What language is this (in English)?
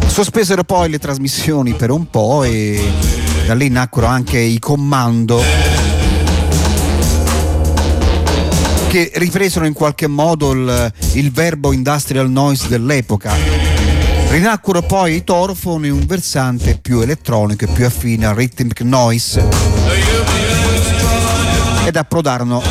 Italian